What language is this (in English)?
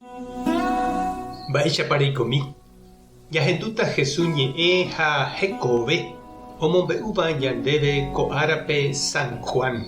Guarani